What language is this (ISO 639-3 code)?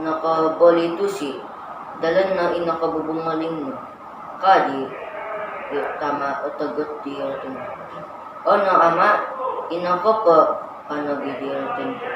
dtp